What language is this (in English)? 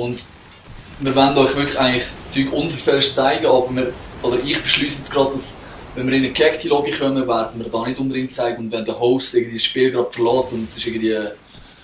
Swiss German